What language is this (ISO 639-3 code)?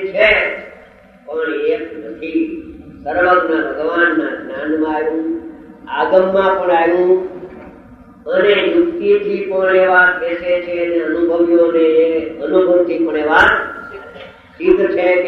guj